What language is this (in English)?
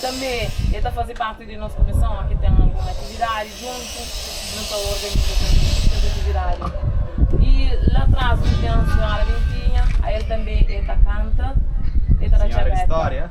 Kabuverdianu